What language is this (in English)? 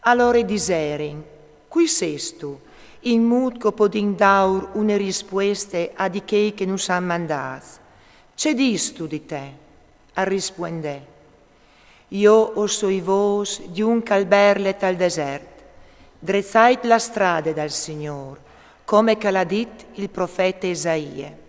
Friulian